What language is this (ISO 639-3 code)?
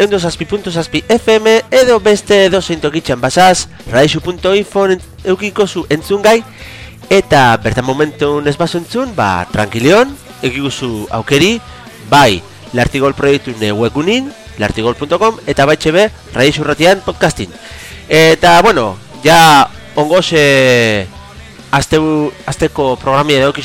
eus